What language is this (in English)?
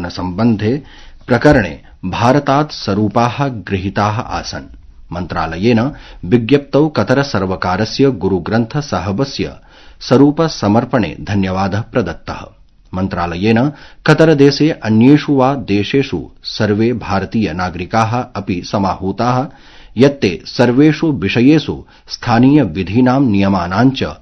Sanskrit